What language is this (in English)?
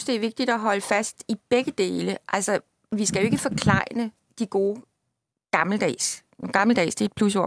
Danish